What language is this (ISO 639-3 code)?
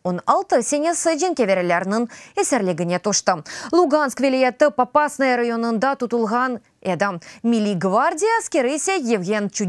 crh